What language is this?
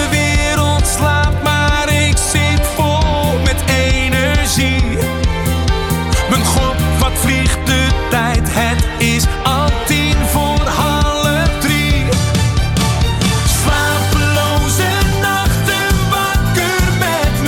Dutch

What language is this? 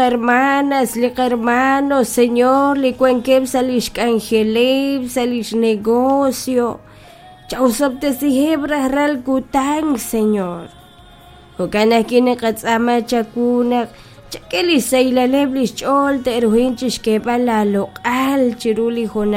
Kekchí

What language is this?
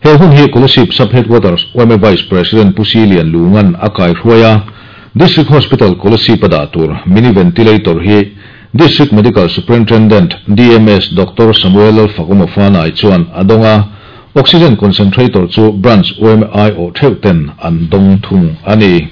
Mizo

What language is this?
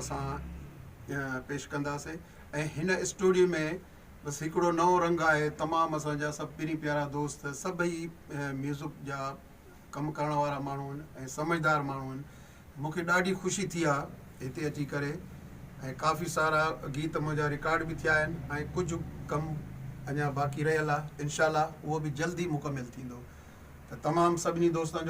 Sindhi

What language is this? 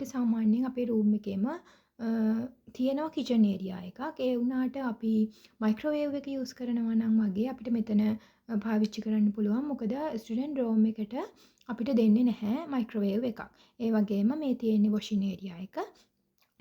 Sinhala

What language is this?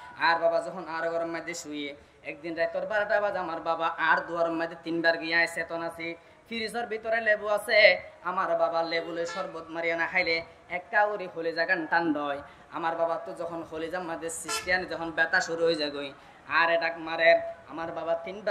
Rohingya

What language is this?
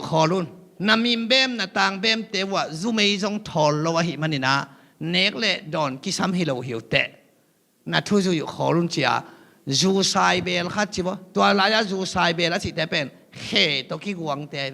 Tedim Chin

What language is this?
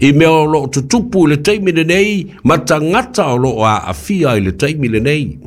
Samoan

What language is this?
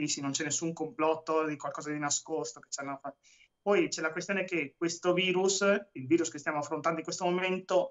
Italian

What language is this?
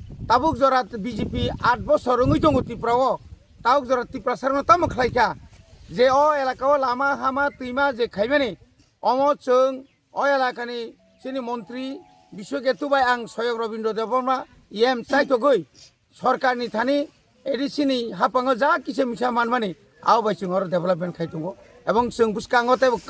Kok Borok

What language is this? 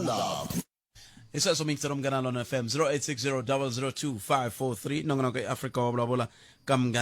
Tsonga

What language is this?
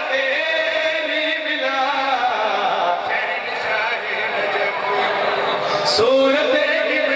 Urdu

